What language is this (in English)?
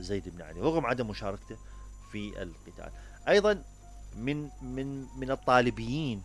Mesopotamian Arabic